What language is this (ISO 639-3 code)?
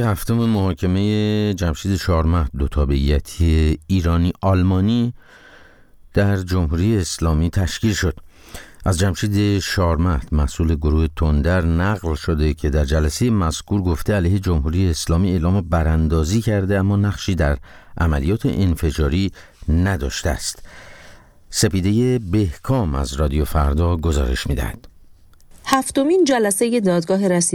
fas